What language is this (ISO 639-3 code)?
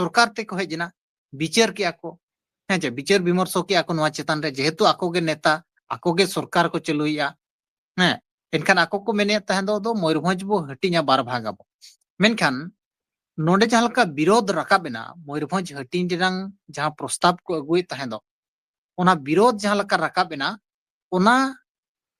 sat